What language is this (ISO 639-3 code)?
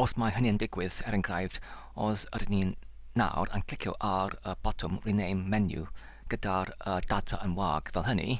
cym